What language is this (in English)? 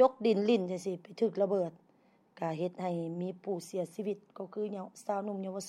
Lao